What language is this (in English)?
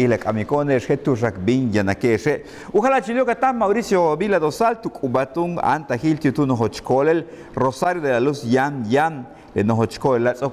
Yucateco